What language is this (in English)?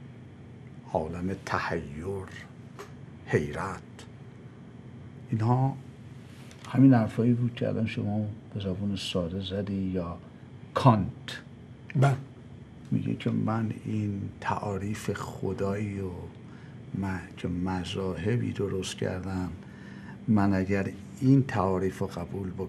Persian